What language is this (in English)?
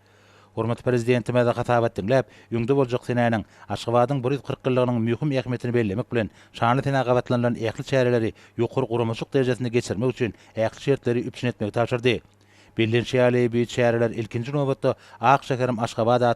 Turkmen